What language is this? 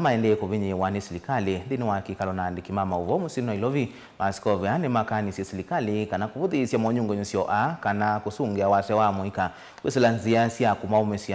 Kamba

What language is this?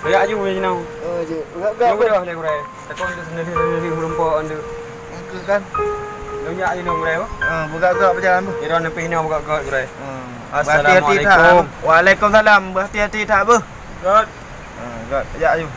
Achinese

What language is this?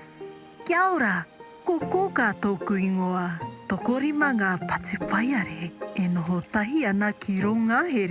Māori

